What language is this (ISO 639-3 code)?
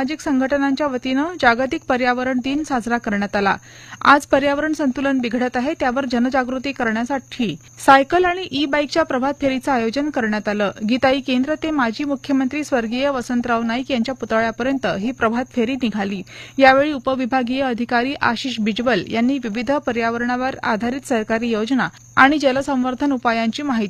mar